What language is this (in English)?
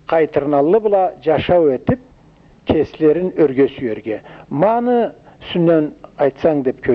Karachay-Balkar